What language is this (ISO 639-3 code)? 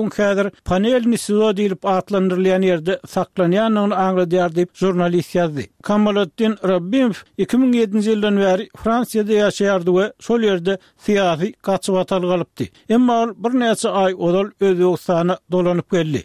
tuk